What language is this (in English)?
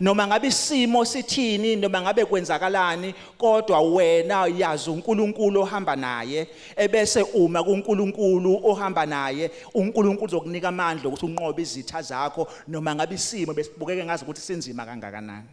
Zulu